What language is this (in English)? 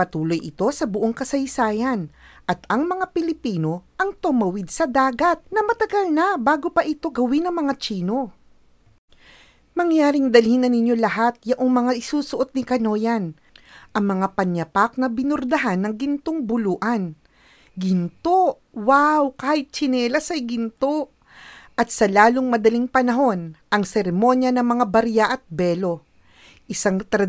Filipino